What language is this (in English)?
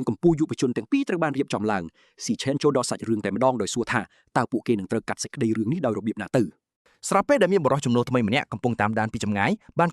Khmer